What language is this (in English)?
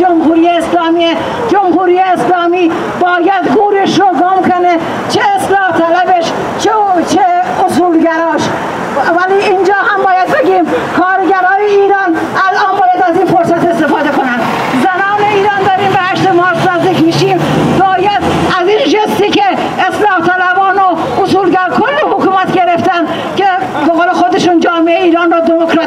Persian